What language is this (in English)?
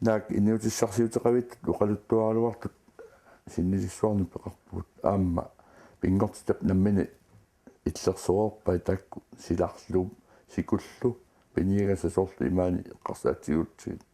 Kalaallisut